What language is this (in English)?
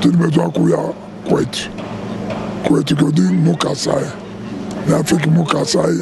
Luba-Lulua